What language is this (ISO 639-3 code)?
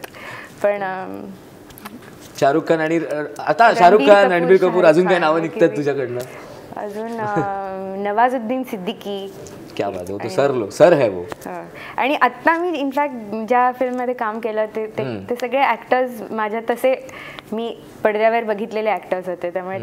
mar